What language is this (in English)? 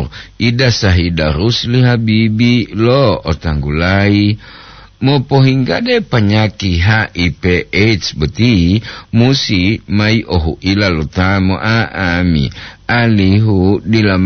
Gorontalo